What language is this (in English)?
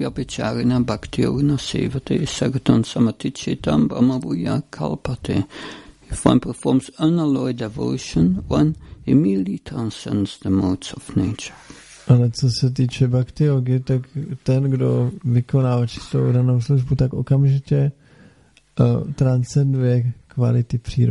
Czech